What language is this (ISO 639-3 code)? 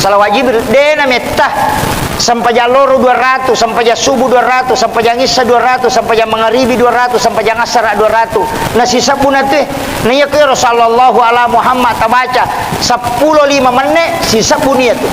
bug